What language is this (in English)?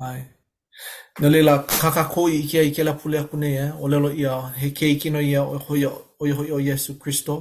Hawaiian